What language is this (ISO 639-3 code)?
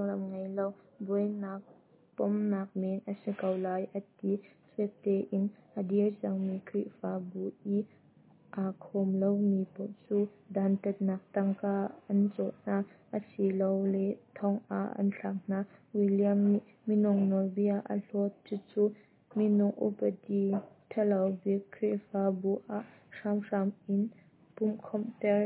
cnh